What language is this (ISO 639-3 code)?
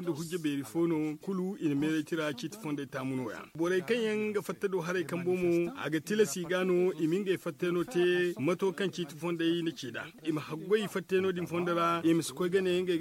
dje